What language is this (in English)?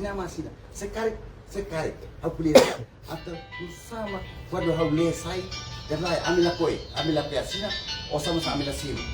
Tetum